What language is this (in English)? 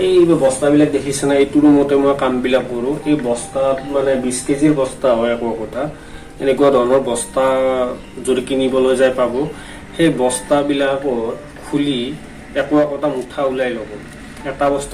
Assamese